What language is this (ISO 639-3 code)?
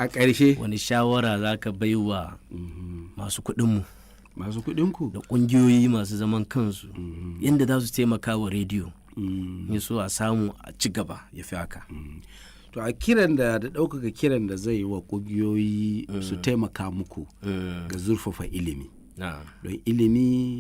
hau